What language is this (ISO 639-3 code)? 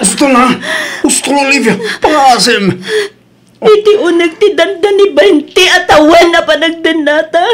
ilo